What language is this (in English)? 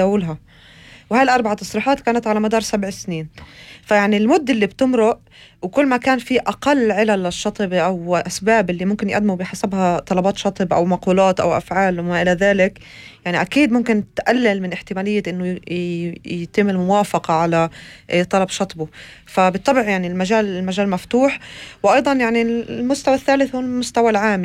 North Levantine Arabic